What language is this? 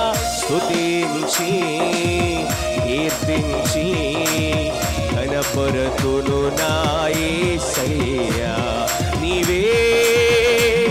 Telugu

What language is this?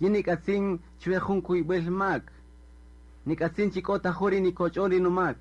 Kaqchikel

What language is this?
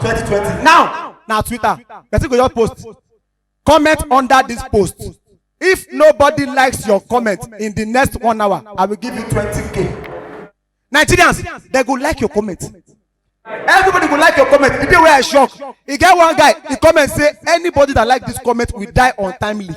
Nigerian Pidgin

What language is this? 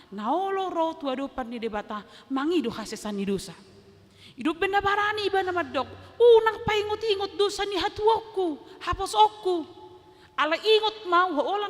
Batak Toba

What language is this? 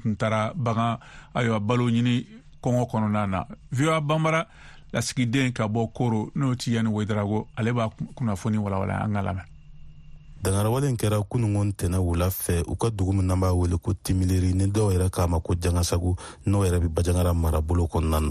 Bambara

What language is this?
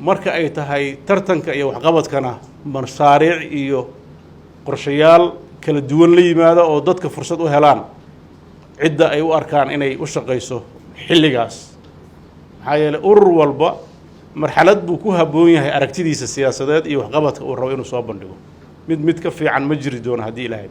Somali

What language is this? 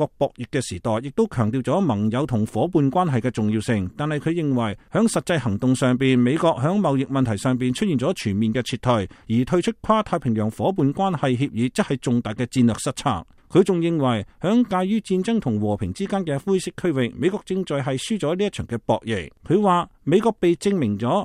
Cantonese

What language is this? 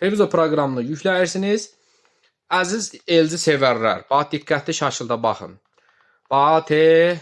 Azerbaijani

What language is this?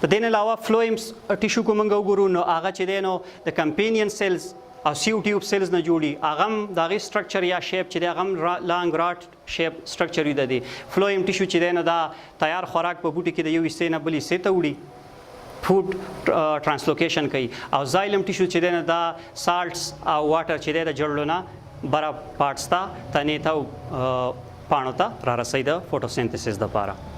Pashto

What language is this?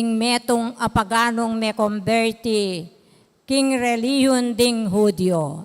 Pampanga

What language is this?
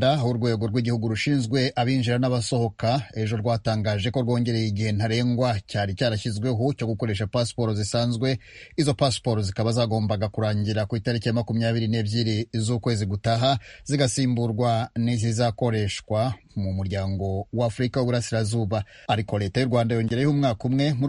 Kinyarwanda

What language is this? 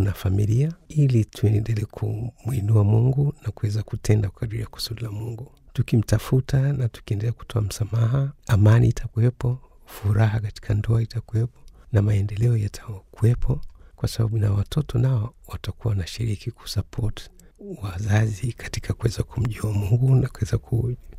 Swahili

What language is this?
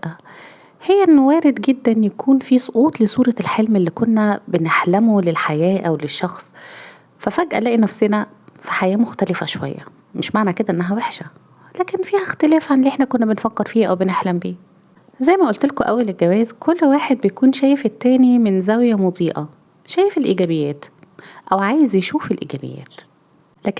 Egyptian Arabic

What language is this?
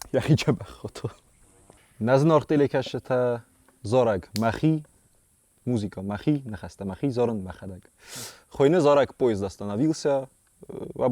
Ossetic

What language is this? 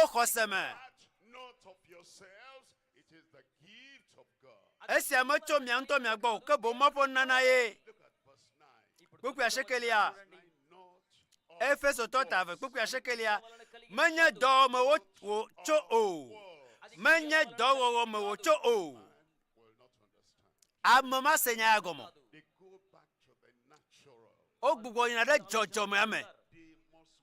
Ewe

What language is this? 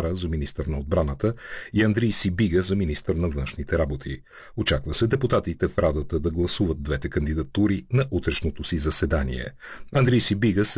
Bulgarian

